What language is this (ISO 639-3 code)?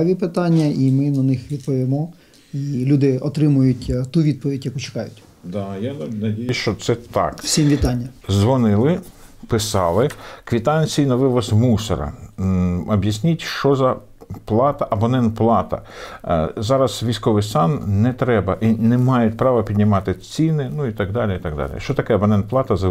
ukr